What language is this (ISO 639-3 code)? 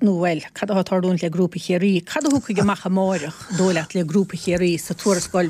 gle